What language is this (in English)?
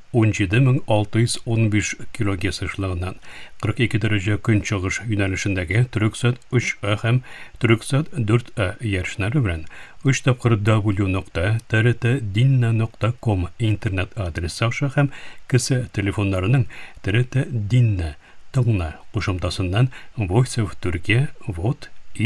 Tatar